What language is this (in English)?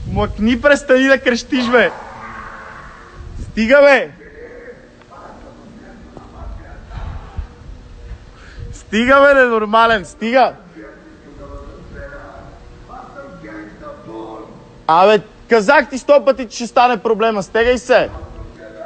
Bulgarian